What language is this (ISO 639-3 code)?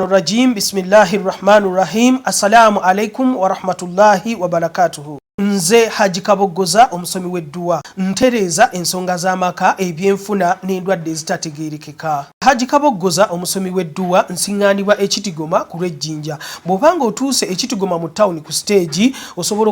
lug